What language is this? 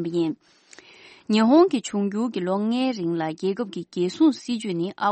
Tibetan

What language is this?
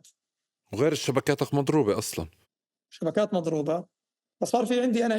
North Levantine Arabic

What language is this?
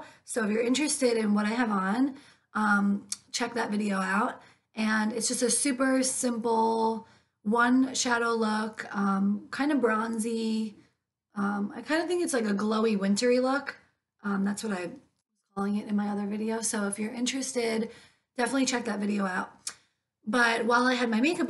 English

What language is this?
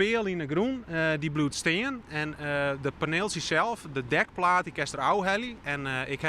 Western Frisian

